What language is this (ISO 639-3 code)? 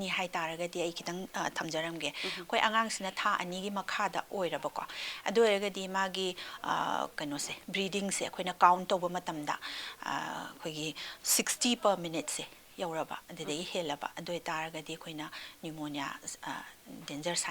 mni